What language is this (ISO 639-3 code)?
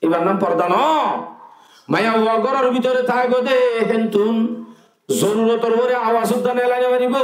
rhg